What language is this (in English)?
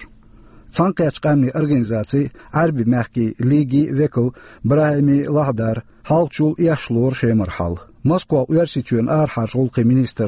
Chechen